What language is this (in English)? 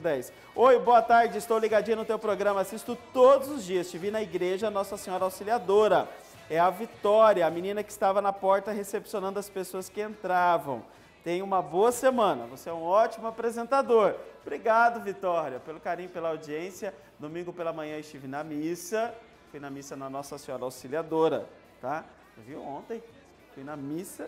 Portuguese